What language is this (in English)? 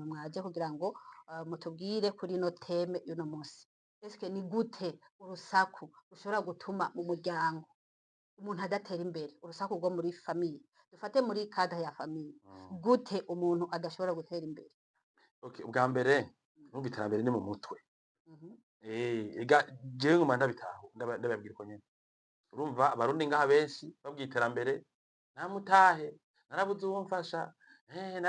Rundi